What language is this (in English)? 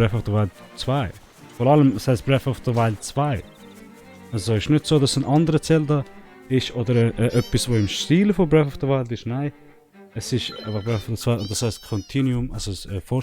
Swiss German